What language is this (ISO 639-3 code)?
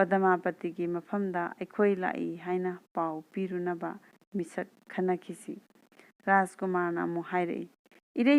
mni